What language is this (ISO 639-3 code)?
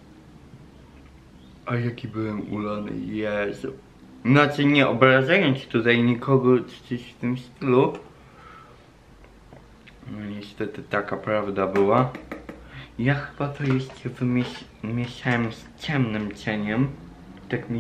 pol